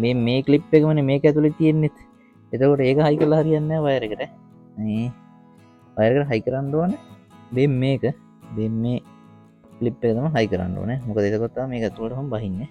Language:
Sinhala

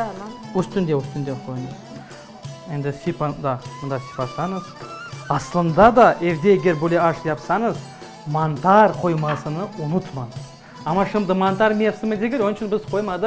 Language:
Crimean Tatar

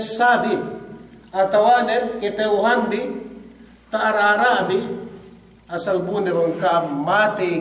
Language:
Yakan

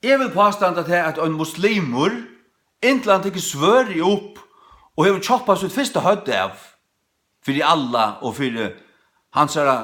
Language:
Faroese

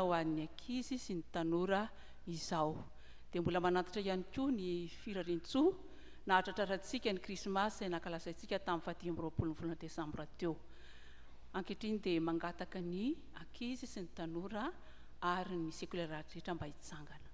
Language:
Malagasy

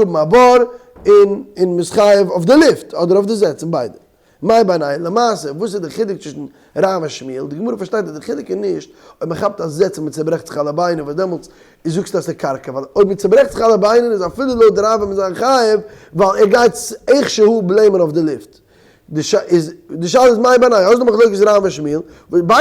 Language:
Yiddish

